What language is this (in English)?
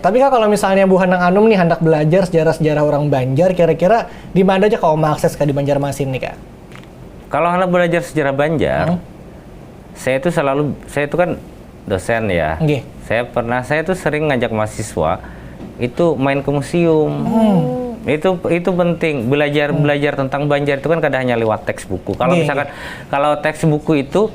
Banjar